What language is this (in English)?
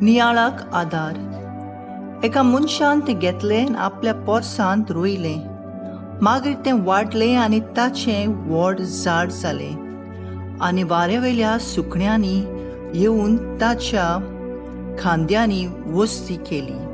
Konkani